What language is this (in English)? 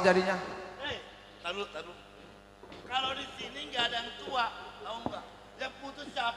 Betawi